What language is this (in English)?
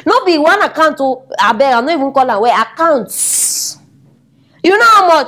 Nigerian Pidgin